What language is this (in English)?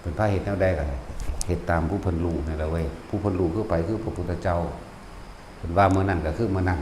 Northeastern Thai